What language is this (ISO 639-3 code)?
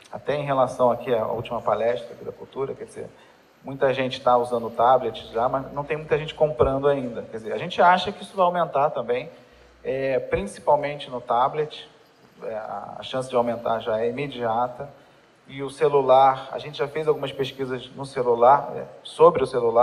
por